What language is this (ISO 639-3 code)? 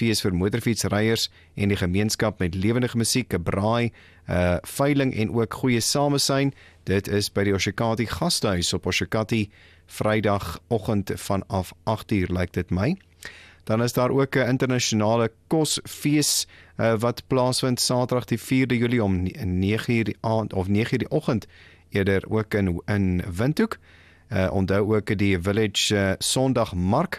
afr